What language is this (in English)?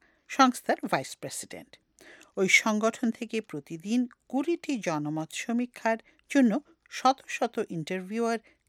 Bangla